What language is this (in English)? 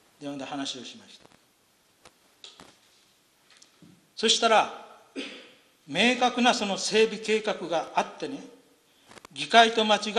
Japanese